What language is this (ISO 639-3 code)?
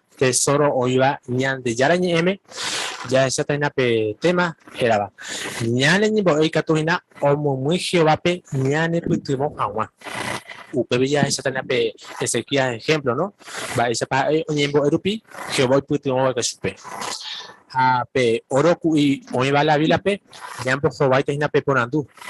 grn